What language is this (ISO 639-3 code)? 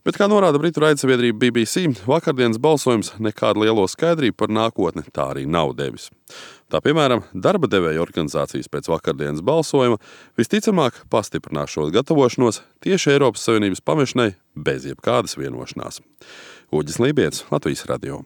lav